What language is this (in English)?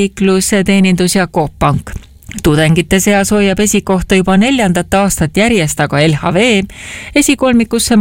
Estonian